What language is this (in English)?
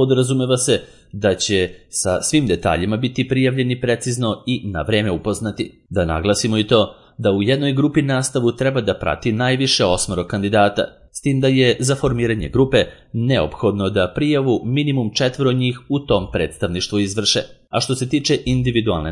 Serbian